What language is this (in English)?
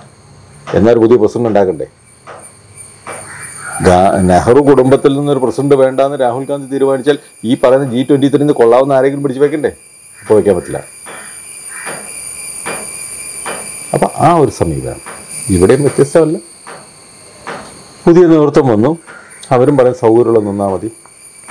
Malayalam